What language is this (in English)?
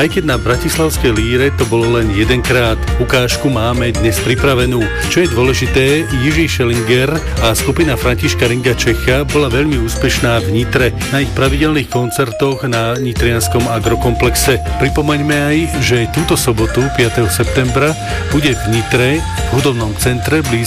Slovak